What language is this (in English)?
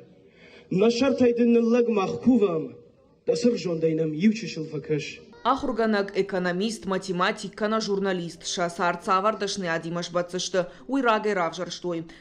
Ossetic